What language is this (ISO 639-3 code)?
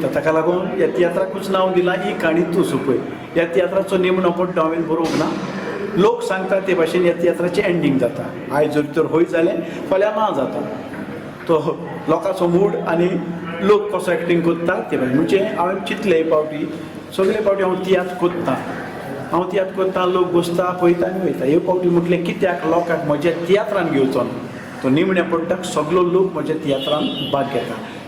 kok